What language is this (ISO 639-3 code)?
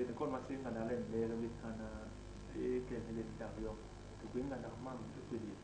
bas